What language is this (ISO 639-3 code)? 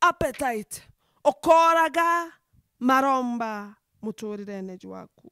mer